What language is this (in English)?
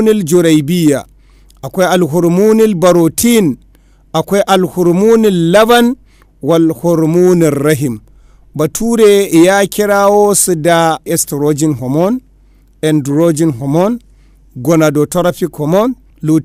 Hausa